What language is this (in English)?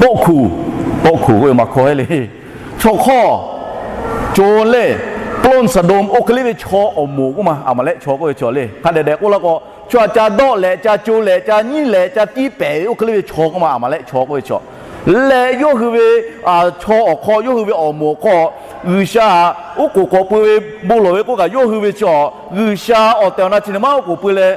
Lahu